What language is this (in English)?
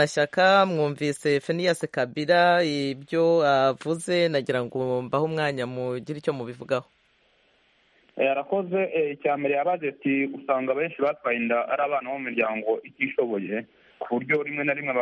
Kinyarwanda